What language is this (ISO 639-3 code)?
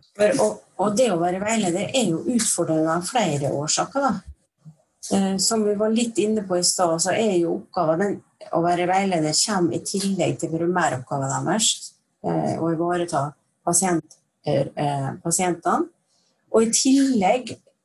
nor